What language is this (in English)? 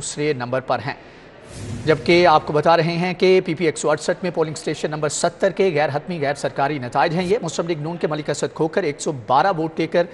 Urdu